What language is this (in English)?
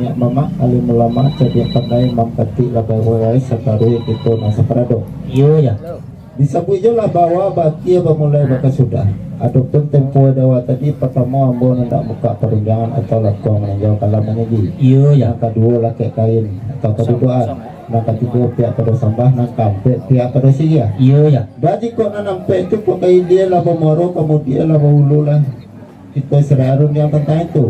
Minangkabau